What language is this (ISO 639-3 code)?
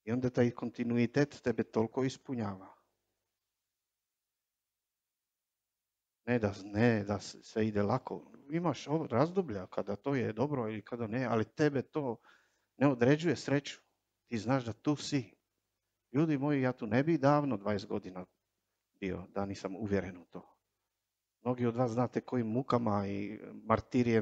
hrv